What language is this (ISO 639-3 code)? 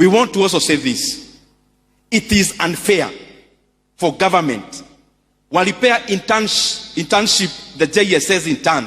guz